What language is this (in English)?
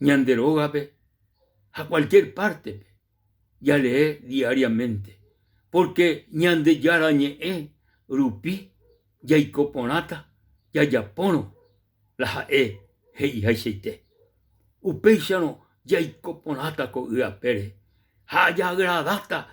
Guarani